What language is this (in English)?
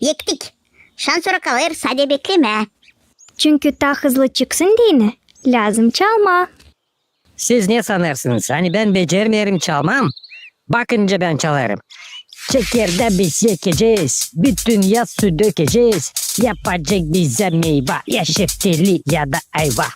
Gagauz